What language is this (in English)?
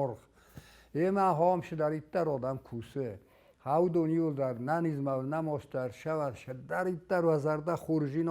Ossetic